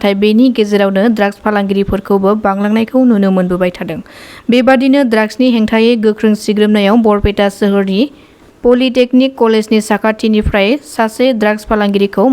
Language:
Bodo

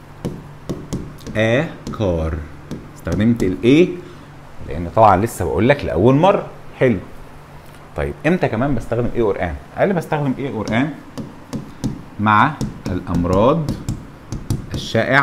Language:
Egyptian Arabic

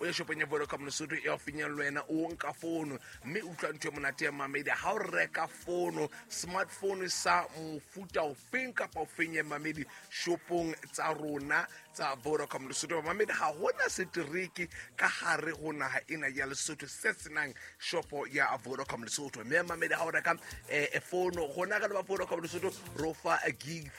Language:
Southern Sotho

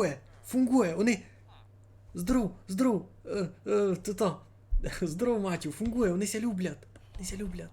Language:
Rusyn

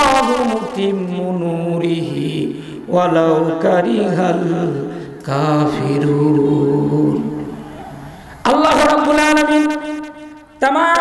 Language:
Bangla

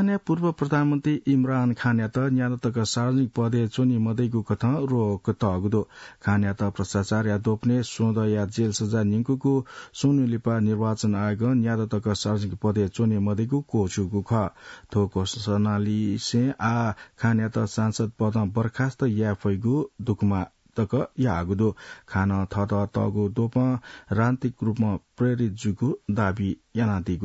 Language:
Newari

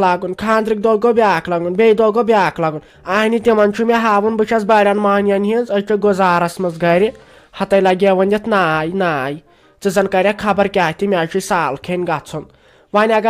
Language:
Kashmiri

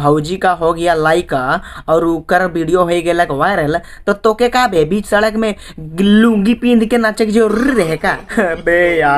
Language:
Sadri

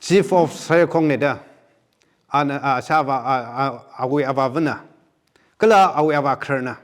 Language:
Tangkhul Naga (India)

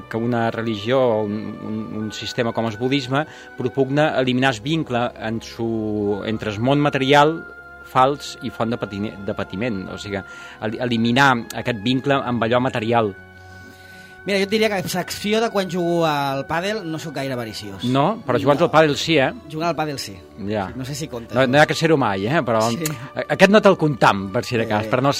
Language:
Catalan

